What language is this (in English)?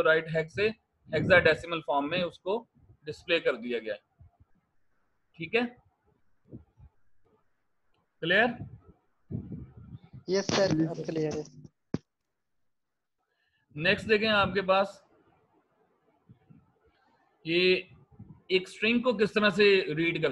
Hindi